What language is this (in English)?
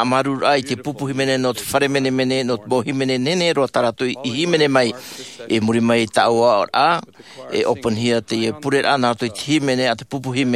Tahitian